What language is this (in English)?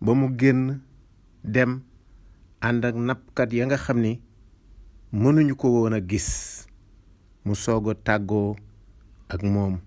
Wolof